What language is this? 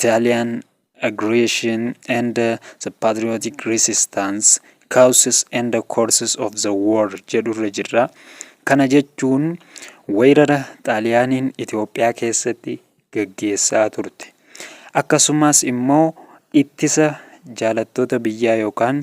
Oromo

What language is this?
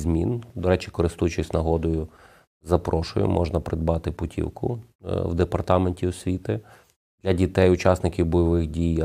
Ukrainian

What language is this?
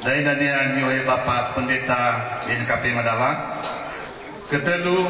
Nias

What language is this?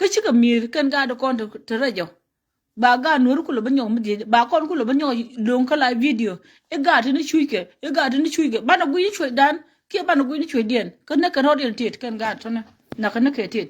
Nuer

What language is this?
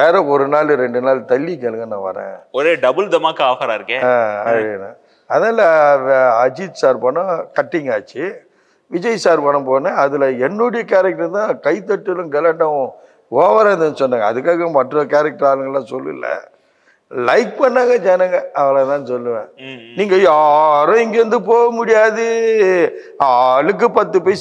Tamil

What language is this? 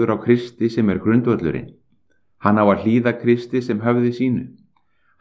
Icelandic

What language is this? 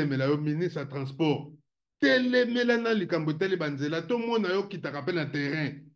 Lingala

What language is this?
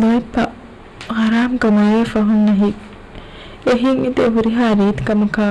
Divehi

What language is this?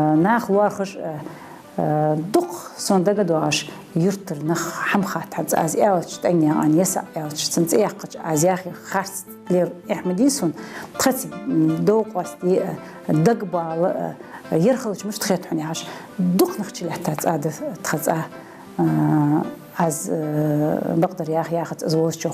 Ingush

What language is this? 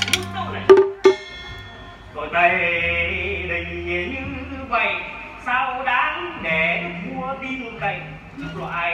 Vietnamese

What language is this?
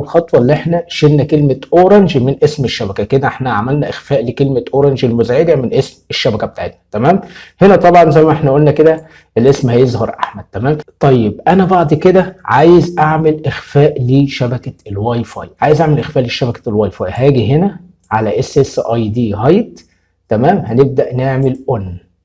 Egyptian Arabic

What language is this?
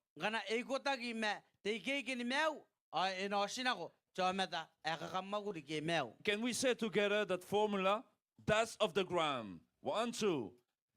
Gilbertese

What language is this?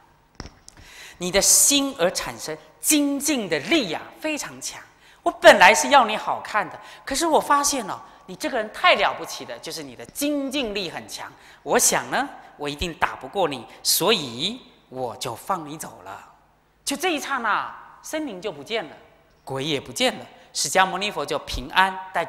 Chinese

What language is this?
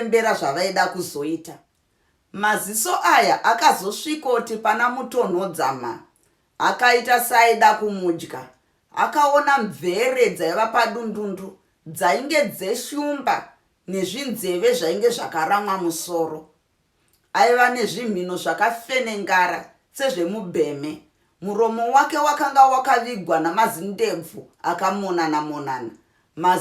Shona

